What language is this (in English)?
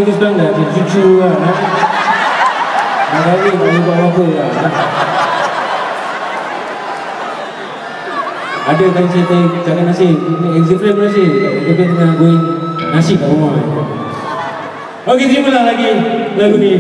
Malay